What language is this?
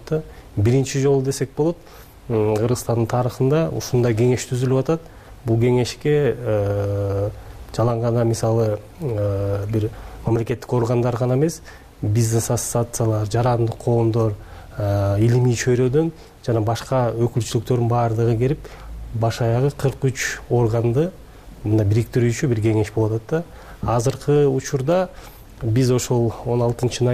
Kyrgyz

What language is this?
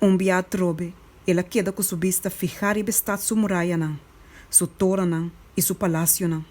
Papiamento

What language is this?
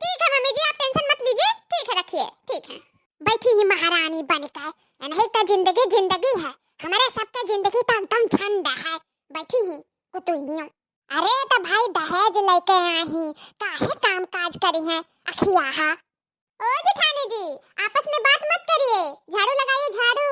Awadhi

